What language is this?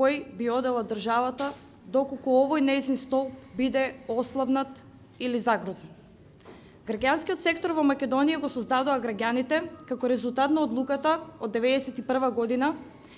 Macedonian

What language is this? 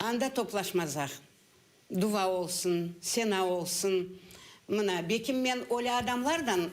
Crimean Tatar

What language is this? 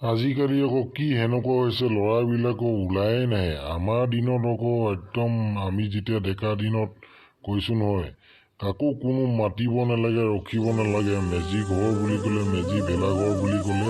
Assamese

